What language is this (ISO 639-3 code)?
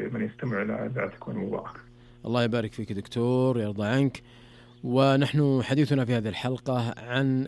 ara